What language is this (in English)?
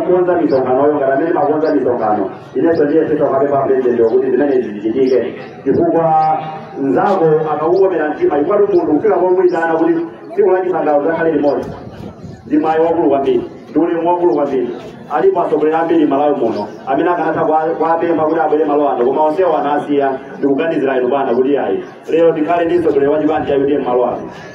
Nyanja